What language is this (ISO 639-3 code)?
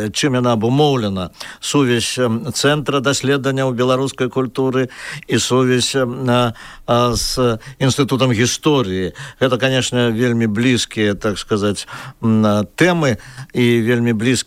bel